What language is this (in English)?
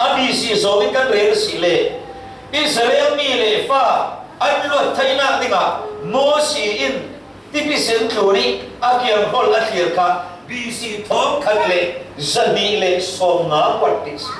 Falam Chin